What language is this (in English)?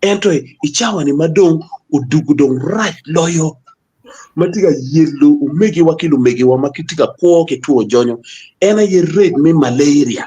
Acoli